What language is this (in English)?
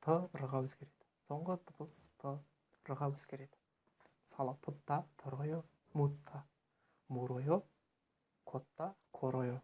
Kazakh